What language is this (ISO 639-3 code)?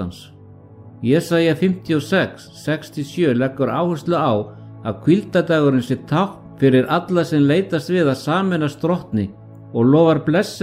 isl